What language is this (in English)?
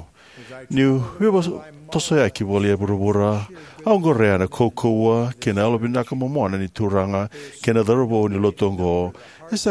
Fijian